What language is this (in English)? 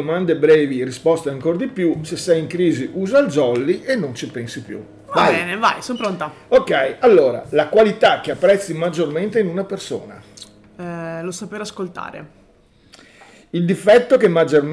Italian